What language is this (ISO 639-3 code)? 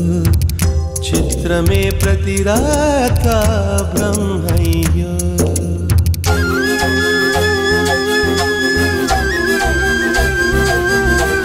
tel